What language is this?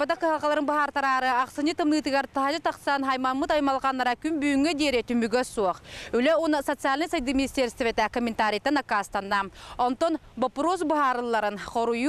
Yakut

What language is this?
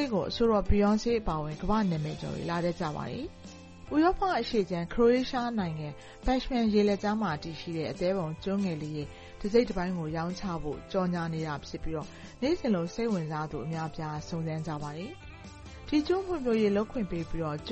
Burmese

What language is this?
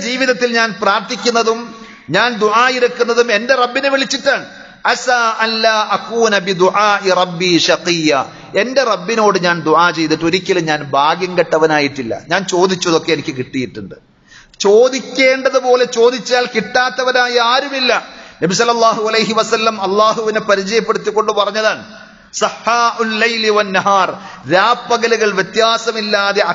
Malayalam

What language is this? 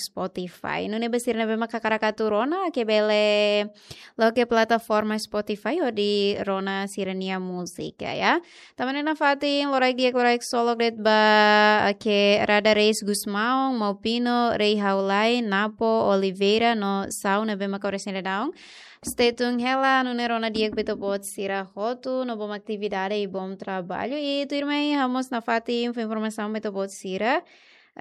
Tetum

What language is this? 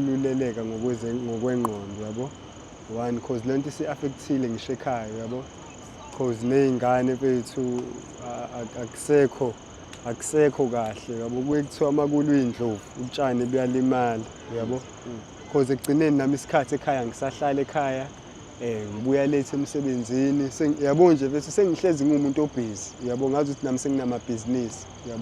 Zulu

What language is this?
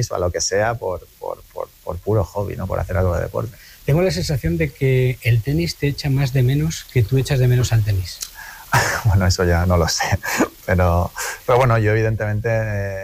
Spanish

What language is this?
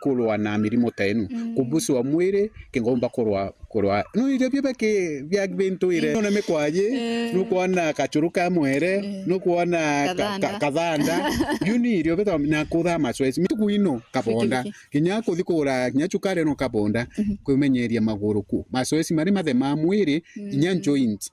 Meru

